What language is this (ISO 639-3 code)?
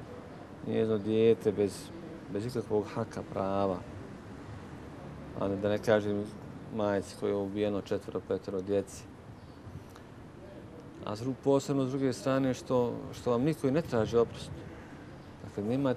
bos